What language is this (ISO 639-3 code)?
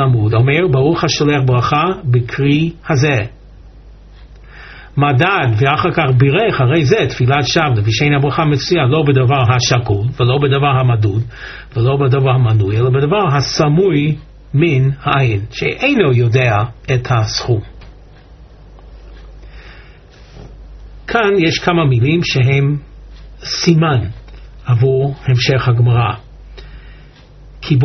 heb